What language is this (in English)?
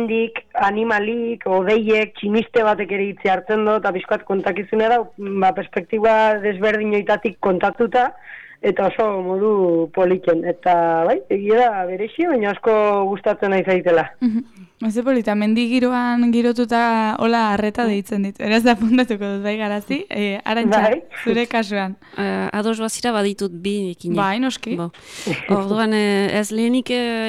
Basque